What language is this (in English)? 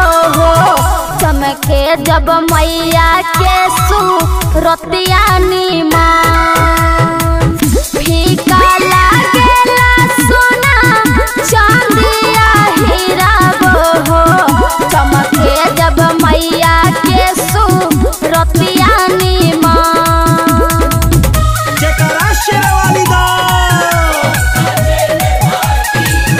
Bhojpuri